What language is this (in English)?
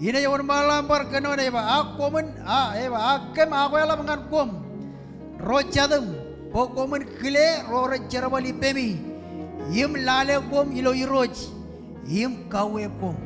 Marshallese